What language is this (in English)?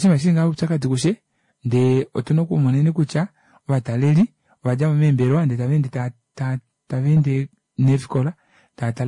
Kuanyama